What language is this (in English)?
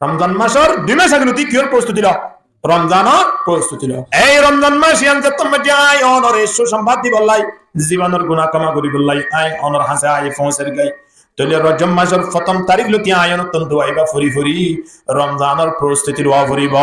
Rohingya